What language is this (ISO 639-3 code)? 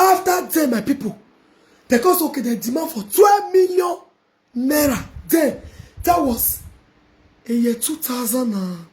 pcm